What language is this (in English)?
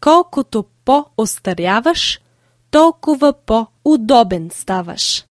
Bulgarian